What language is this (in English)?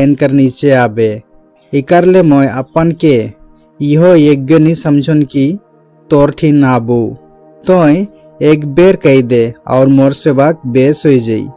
Sadri